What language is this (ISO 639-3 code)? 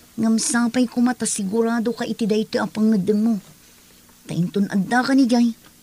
ilo